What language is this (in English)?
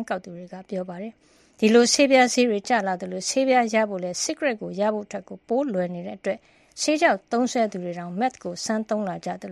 Burmese